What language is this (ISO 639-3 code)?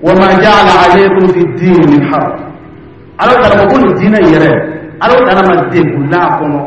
dyu